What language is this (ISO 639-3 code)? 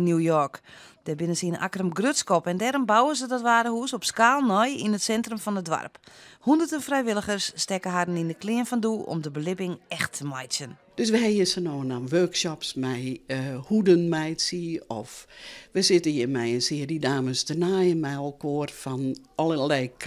fry